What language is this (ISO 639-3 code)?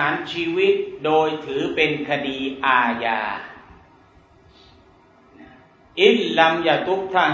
tha